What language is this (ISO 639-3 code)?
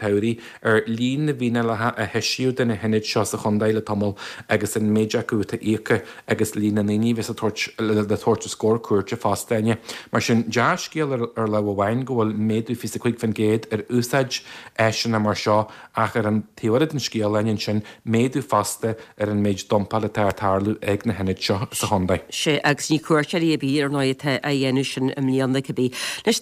gle